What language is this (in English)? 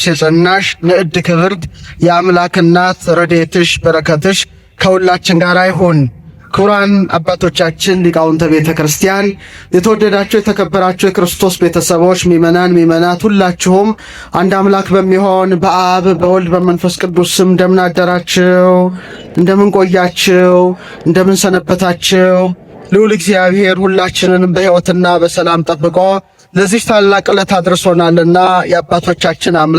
Amharic